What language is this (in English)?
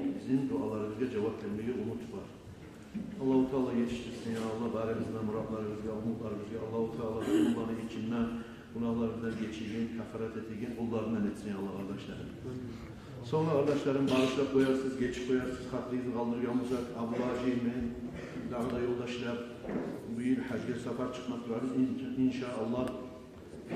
Kumyk